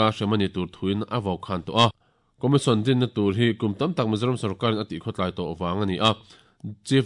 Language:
Mizo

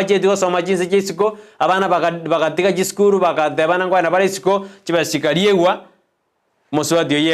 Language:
Gusii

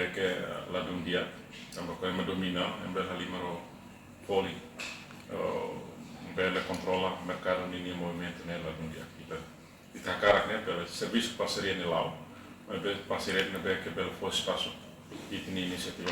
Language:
Tetum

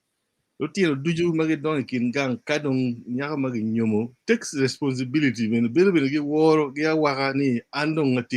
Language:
Acoli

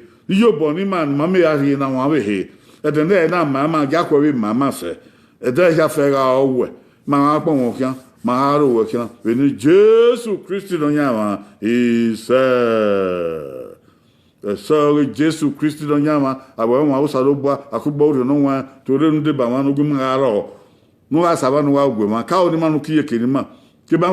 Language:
Bini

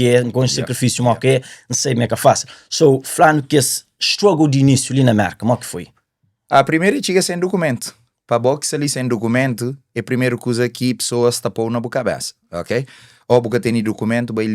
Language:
Kabuverdianu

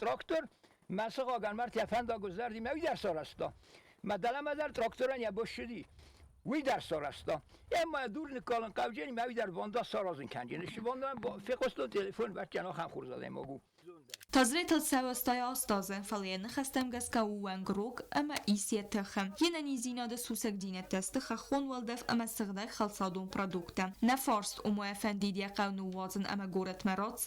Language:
Ossetic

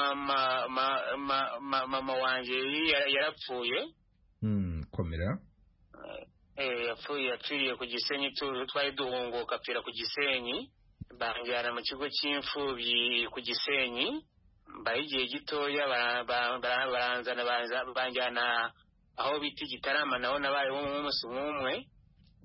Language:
Kinyarwanda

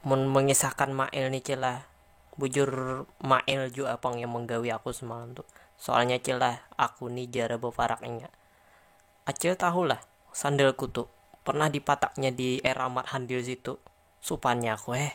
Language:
Banjar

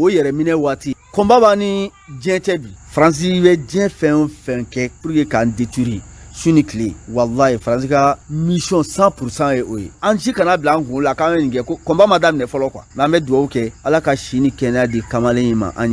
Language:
Bambara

